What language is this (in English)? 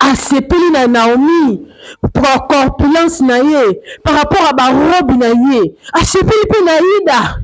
Lingala